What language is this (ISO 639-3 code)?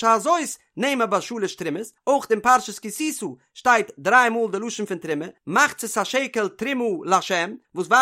yid